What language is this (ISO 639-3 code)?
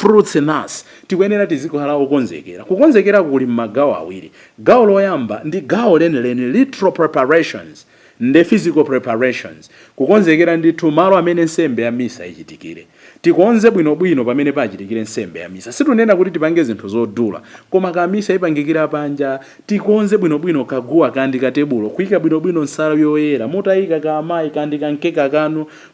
nya